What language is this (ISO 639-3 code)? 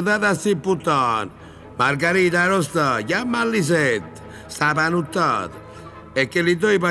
nap